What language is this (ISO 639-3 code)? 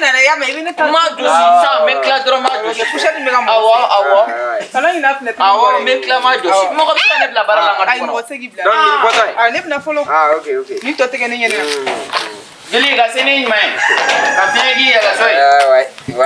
bam